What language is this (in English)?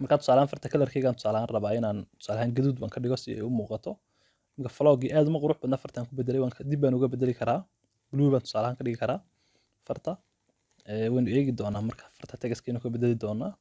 Somali